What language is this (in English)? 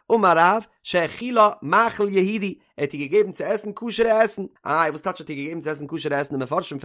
Yiddish